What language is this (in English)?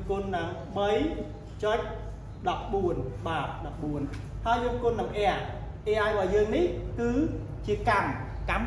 Khmer